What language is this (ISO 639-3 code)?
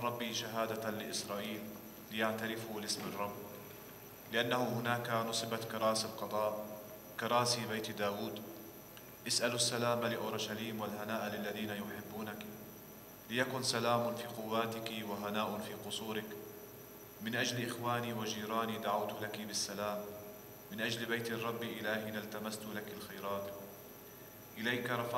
ara